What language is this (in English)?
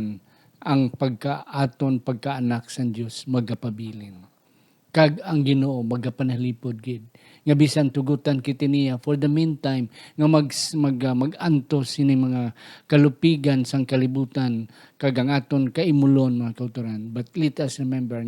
Hiligaynon